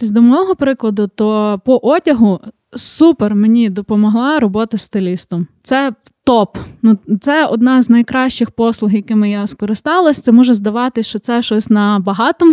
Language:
Ukrainian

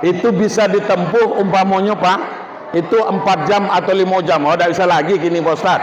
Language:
Minangkabau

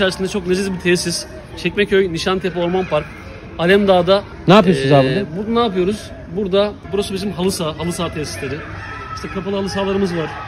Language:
Turkish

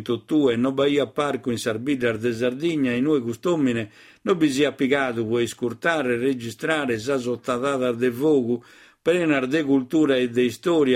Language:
Sardinian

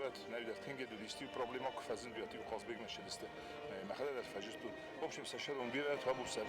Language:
Ossetic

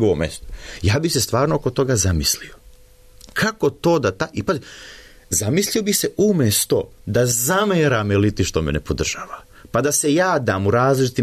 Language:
Serbian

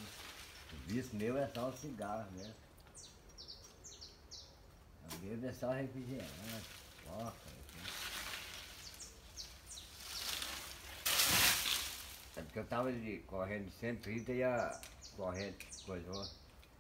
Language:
Portuguese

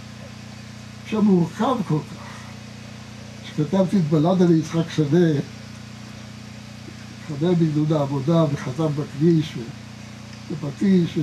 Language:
Hebrew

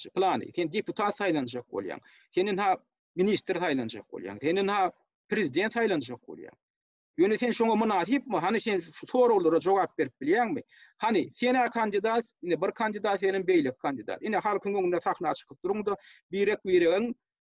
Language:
Turkmen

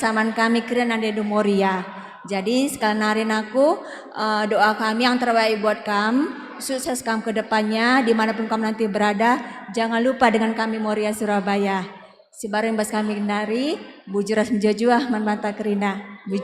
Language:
Batak Karo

